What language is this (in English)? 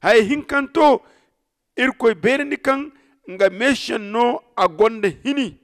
Zarma